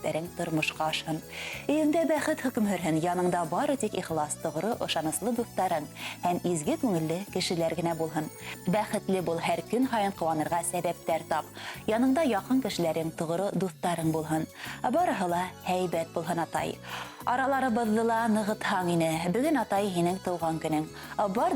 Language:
Bashkir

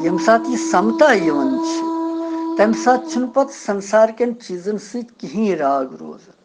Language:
Kashmiri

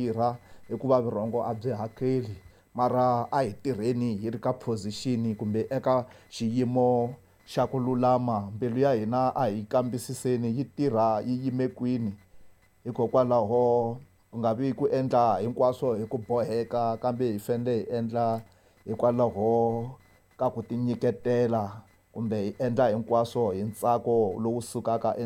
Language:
Tsonga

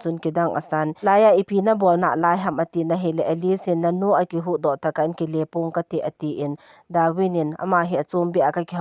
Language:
Thado Chin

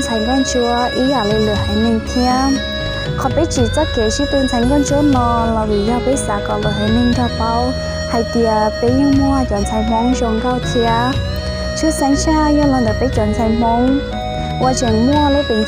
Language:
Hmong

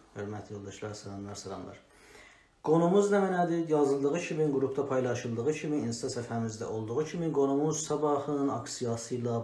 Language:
South Azerbaijani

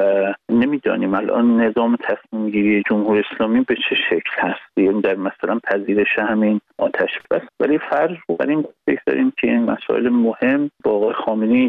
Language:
Persian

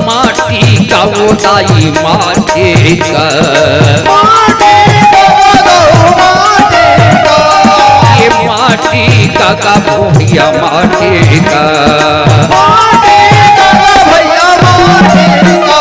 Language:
Chhattisgarhi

